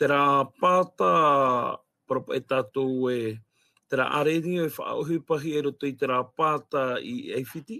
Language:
Tahitian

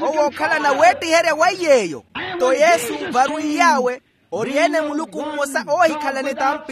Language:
Makhuwa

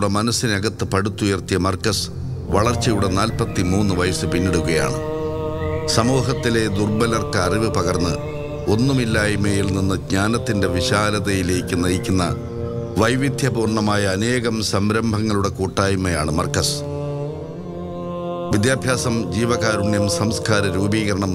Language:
Malayalam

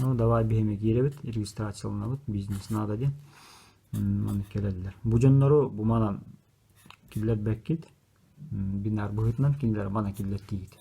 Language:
Yakut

